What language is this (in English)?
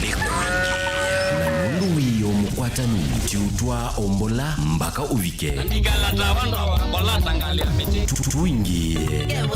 Kamba